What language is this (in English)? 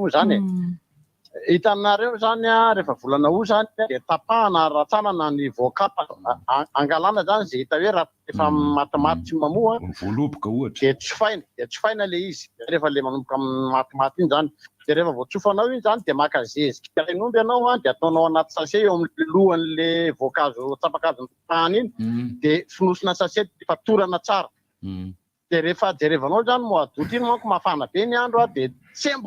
Malagasy